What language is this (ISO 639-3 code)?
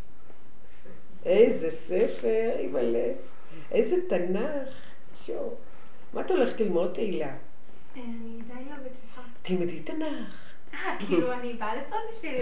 heb